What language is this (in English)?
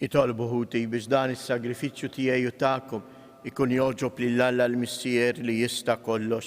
Maltese